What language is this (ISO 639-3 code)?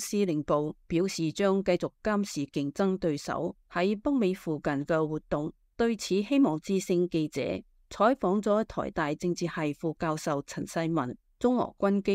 yue